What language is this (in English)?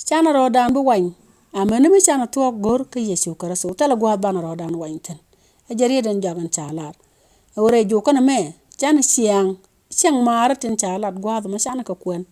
Nuer